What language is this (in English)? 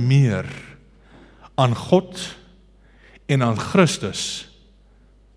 Afrikaans